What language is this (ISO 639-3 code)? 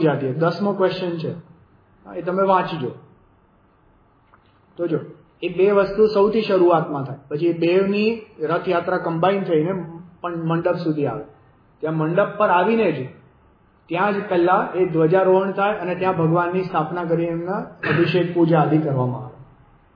guj